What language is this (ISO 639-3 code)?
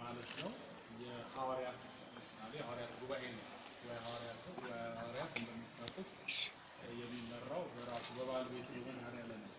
amh